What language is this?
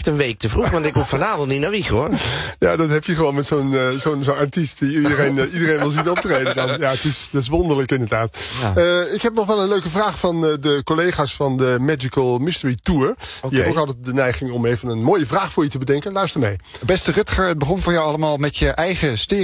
Dutch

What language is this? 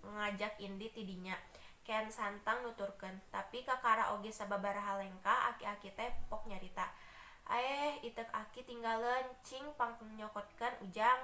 Sundanese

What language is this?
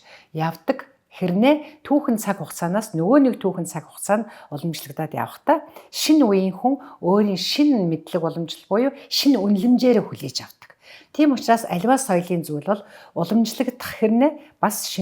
Mongolian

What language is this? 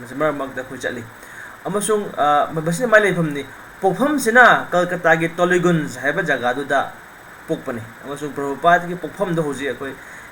Manipuri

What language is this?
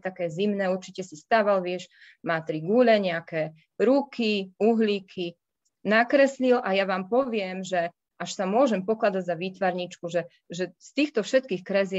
Slovak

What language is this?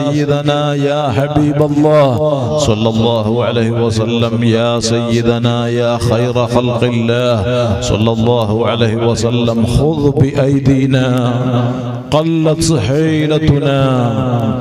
Malayalam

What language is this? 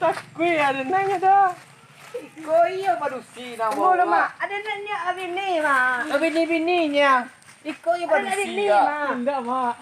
Minangkabau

